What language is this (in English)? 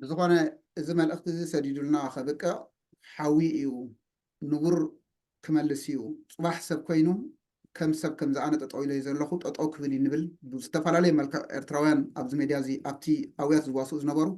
Tigrinya